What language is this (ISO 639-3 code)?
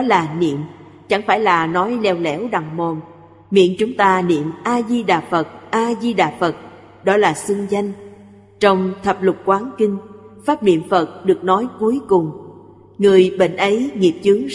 vie